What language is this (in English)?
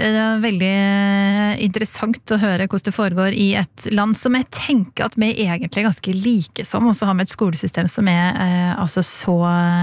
Norwegian